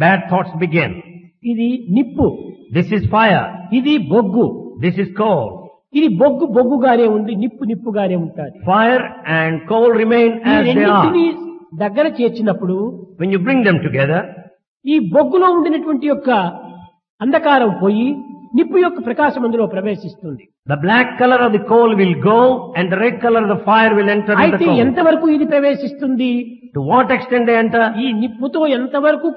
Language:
Telugu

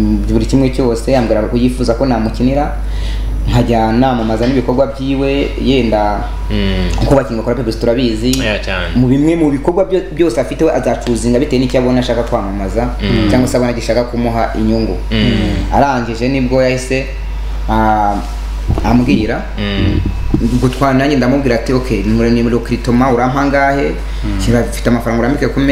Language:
Kinyarwanda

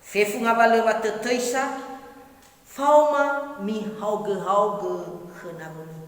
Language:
Nias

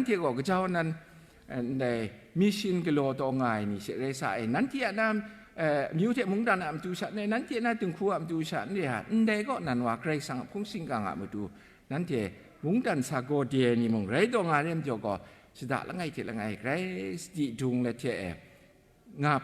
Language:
Kachin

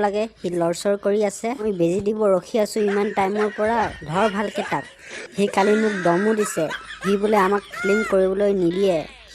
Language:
Assamese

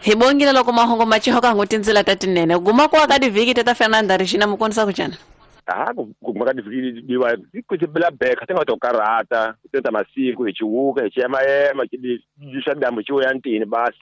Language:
Tsonga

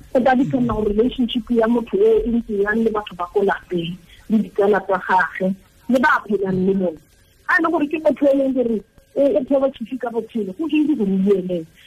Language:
Tswana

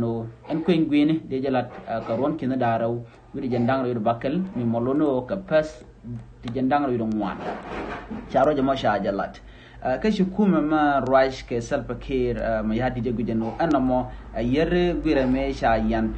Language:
Nuer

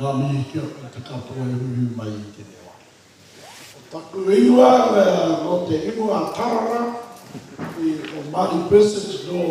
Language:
Māori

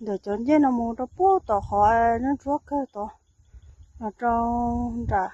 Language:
Hmong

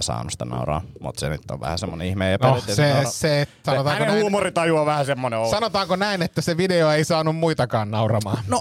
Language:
Finnish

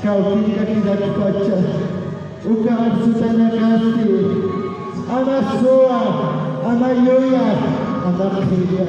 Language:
Aymara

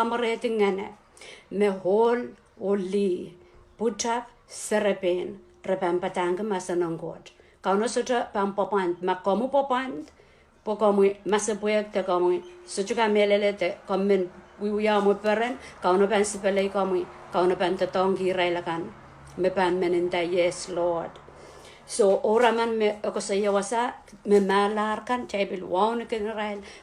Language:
Pohnpeian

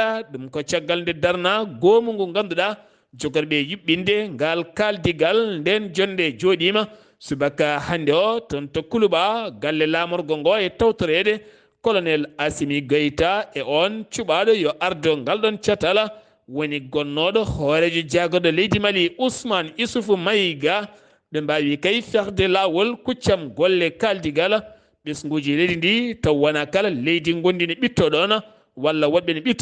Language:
Fula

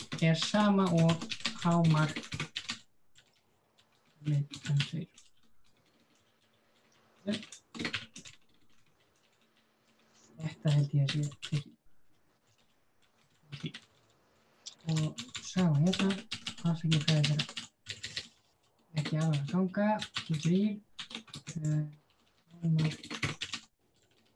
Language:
Icelandic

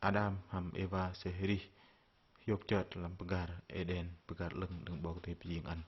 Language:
Bahnar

